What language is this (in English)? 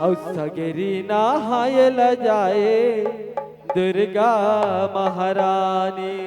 Chhattisgarhi